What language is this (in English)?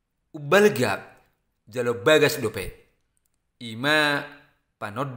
Batak Toba